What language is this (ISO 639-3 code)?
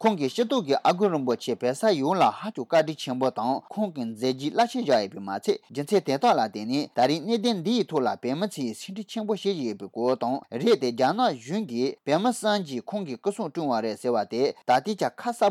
bod